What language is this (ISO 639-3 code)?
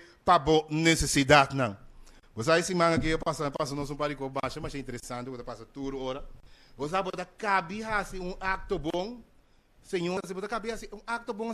pap